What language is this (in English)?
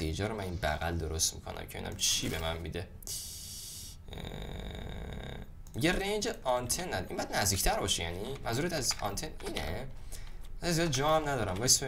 Persian